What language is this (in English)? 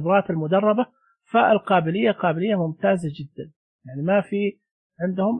Najdi Arabic